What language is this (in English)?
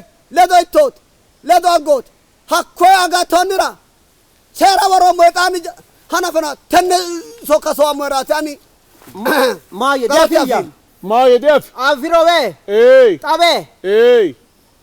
Sidamo